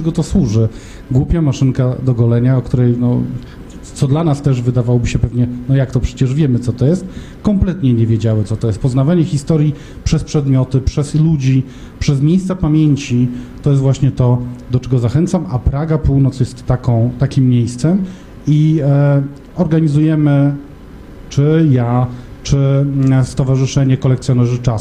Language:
Polish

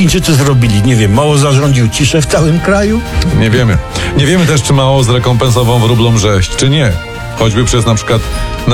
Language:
Polish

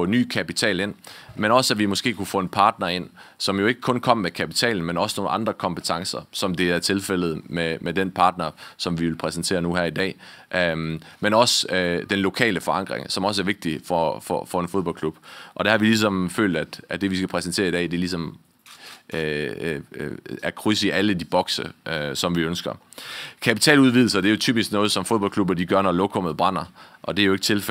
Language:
Danish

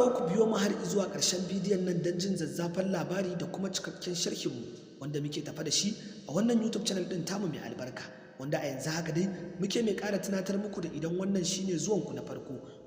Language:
Hausa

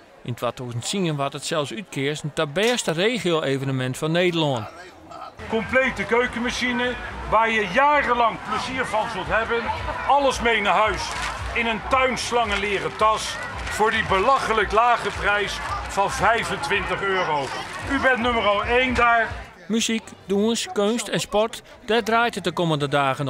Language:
Western Frisian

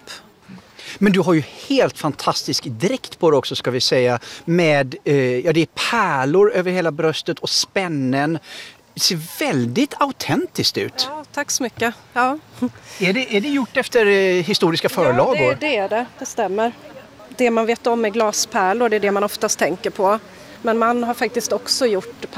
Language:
Swedish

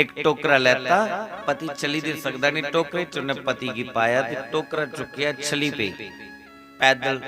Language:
Dogri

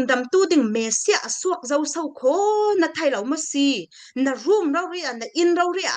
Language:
Falam Chin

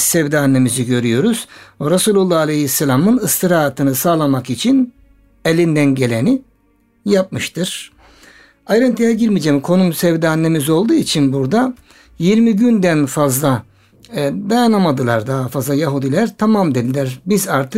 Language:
Turkish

